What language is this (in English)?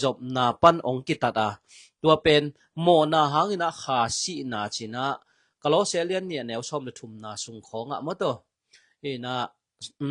Tedim Chin